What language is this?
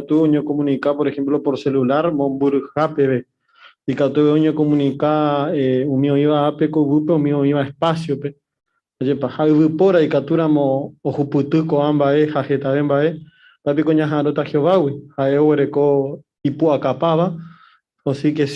Guarani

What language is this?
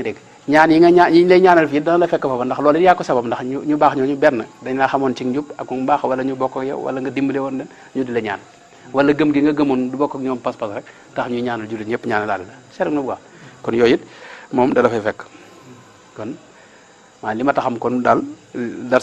Wolof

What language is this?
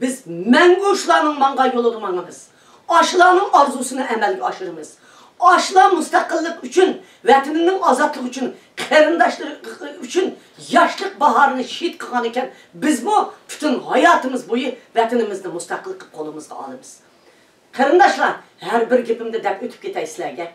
Uyghur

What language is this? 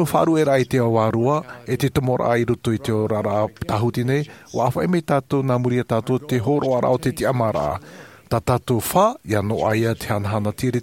Tahitian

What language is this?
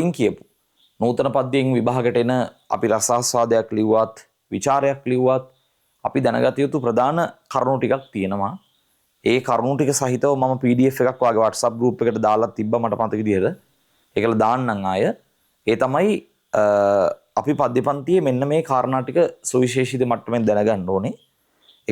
Sinhala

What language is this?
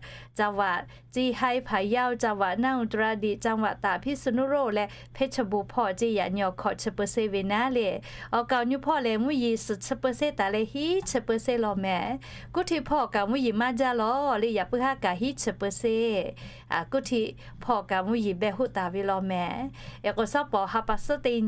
Lahu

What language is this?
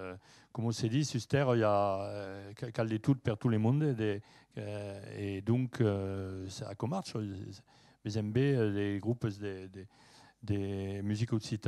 Occitan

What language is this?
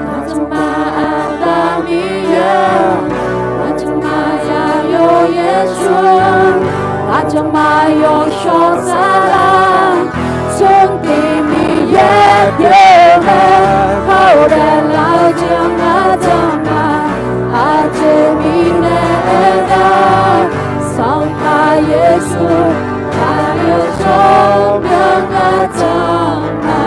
Akha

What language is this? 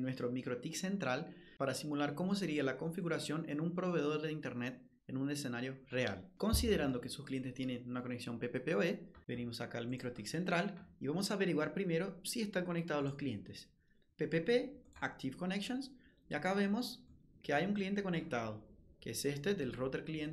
Spanish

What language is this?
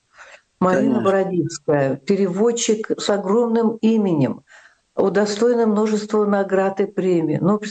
Russian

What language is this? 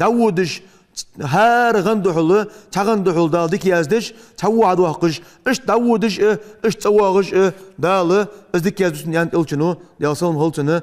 Ingush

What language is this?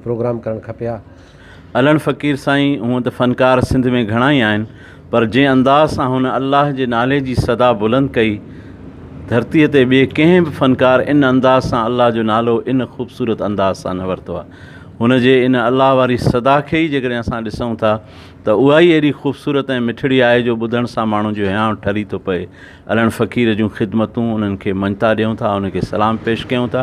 Sindhi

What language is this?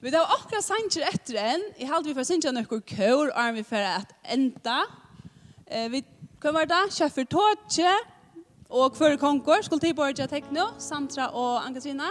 Faroese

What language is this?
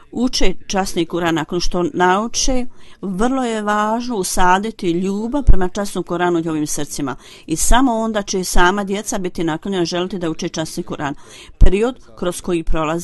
Bosnian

